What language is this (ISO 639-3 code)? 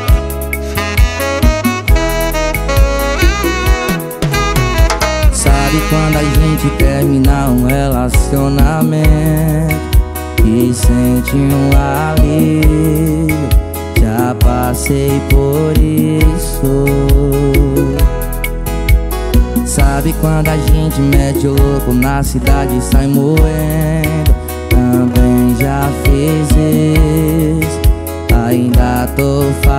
por